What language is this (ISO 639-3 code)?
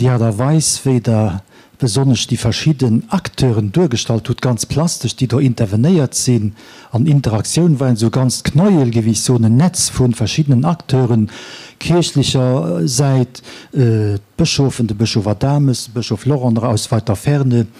ltz